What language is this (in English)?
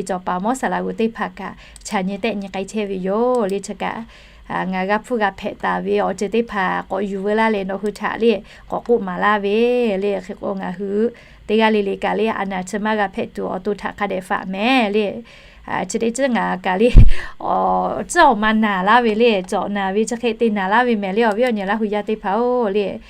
Lahu